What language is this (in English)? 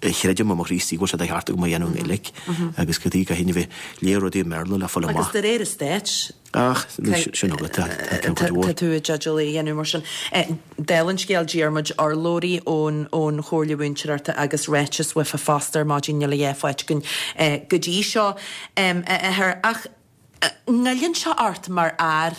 Irish